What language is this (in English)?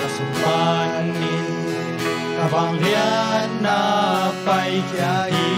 Tedim Chin